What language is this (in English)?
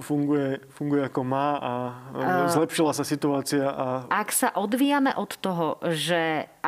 Slovak